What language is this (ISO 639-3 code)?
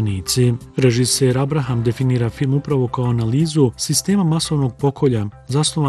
bos